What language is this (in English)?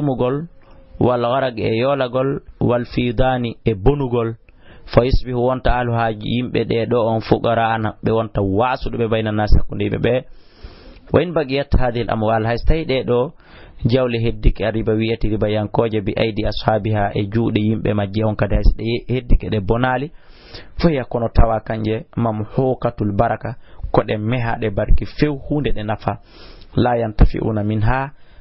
Fula